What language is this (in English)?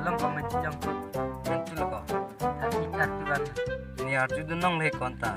Karbi